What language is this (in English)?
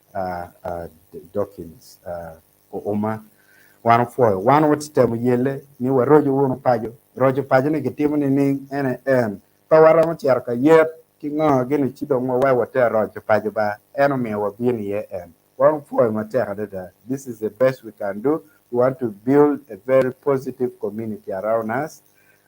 Acoli